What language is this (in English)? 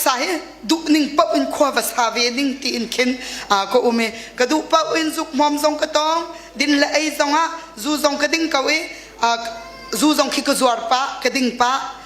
Hakha Chin